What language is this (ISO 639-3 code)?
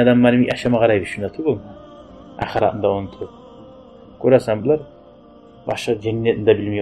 kum